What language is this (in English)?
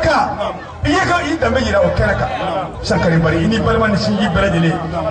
Bambara